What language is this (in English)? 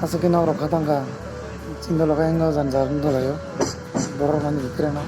Kok Borok